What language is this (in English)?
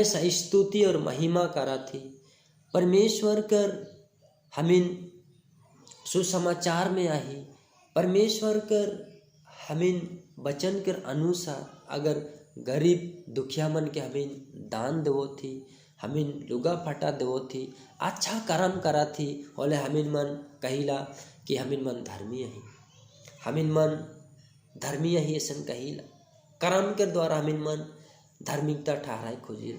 Sadri